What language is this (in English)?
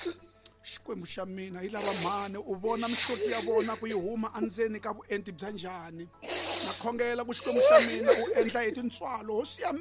Tsonga